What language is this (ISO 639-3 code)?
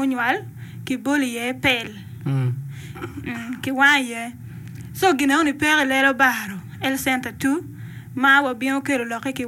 ach